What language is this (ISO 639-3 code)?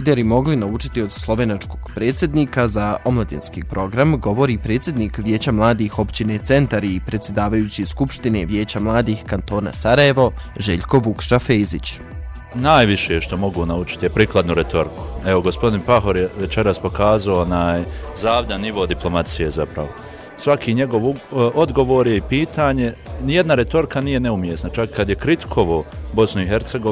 bos